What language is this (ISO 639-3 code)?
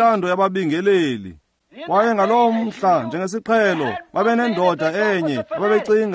xho